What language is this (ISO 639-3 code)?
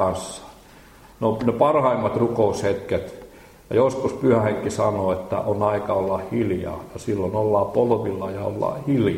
fin